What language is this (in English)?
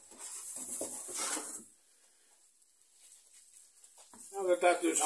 Finnish